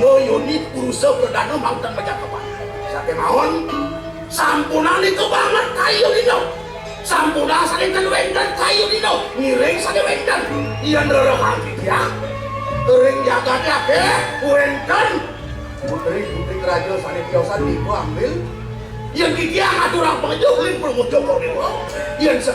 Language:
Balinese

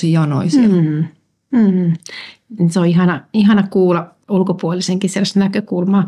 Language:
Finnish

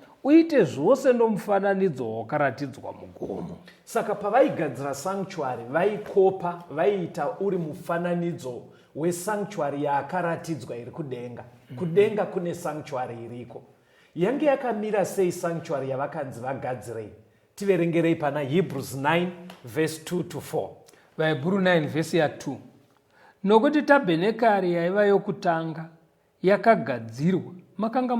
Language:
Shona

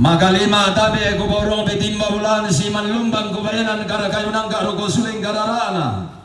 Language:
Toraja-Sa'dan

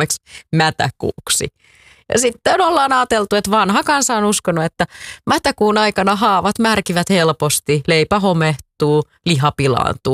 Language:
Finnish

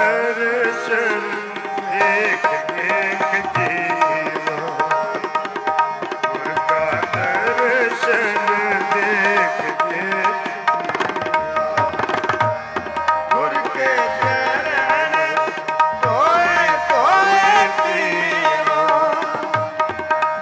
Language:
Punjabi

